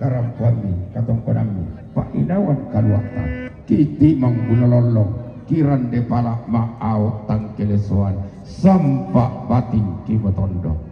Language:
Toraja-Sa'dan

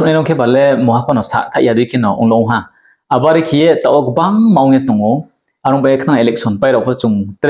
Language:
Riang (India)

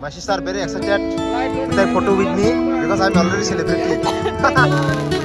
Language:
Kok Borok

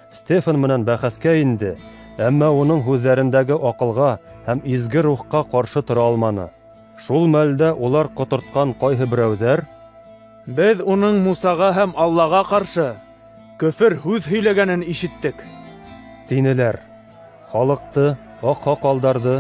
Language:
Bashkir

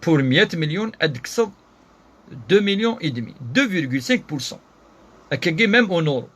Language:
Kabyle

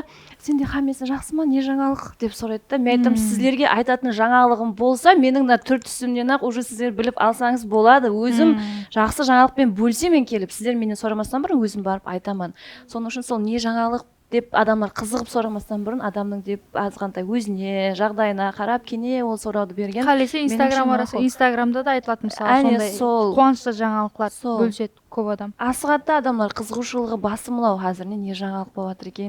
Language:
Kara-Kalpak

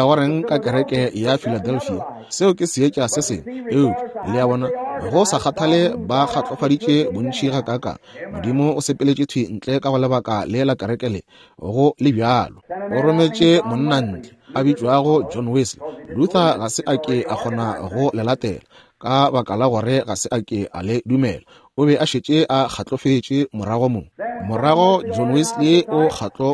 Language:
Northern Sotho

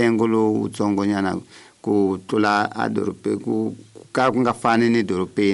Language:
Tsonga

